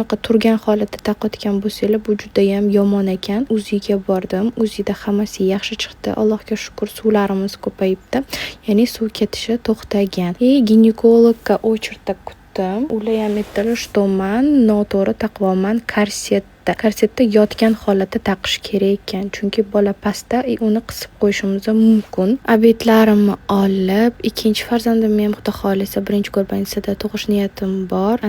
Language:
Uzbek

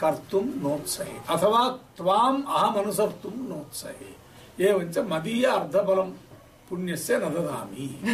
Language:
Sanskrit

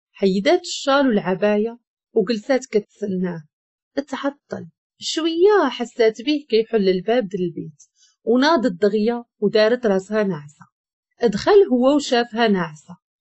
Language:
Moroccan Arabic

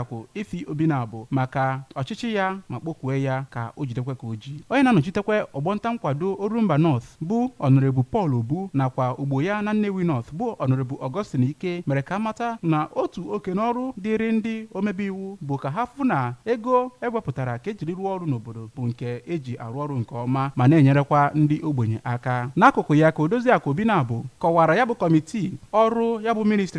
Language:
Igbo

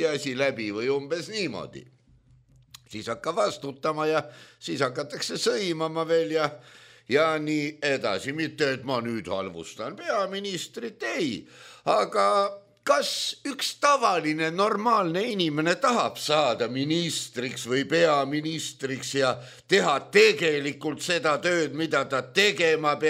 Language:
Estonian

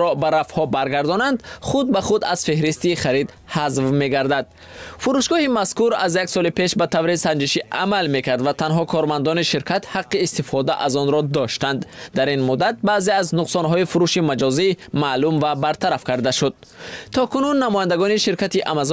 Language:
Tajik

